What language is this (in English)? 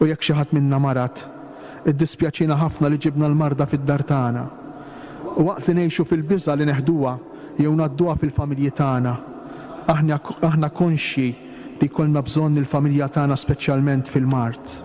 Maltese